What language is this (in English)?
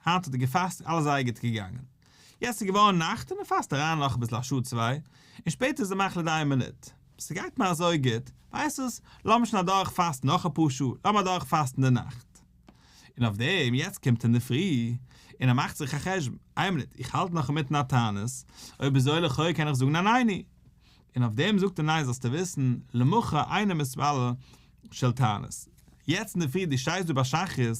Yiddish